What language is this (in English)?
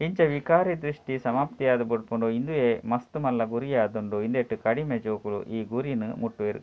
Tulu